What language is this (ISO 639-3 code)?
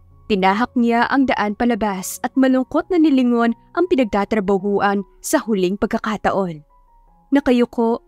fil